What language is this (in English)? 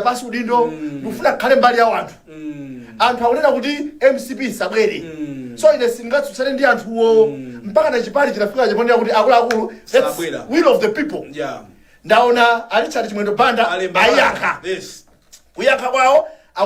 Nyanja